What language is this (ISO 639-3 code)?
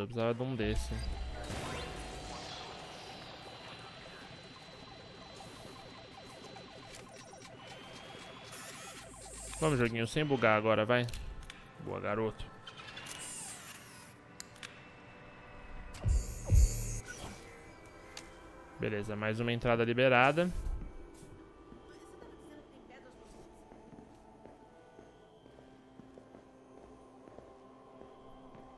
por